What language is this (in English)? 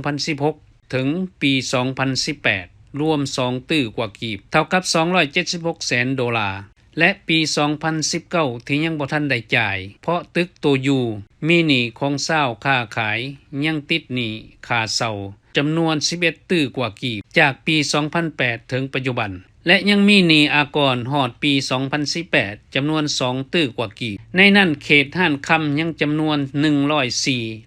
Lao